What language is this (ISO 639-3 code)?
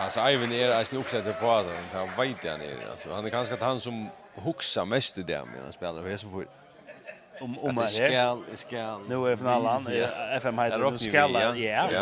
fao